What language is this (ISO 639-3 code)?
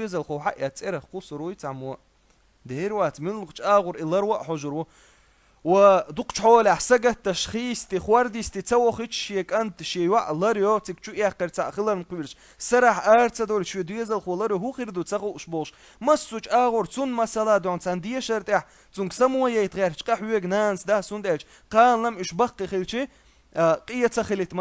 che